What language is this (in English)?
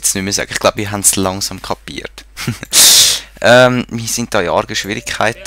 Swiss German